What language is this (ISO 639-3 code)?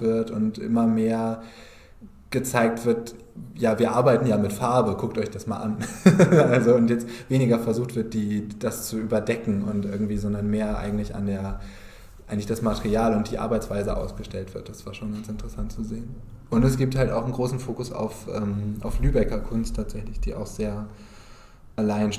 nds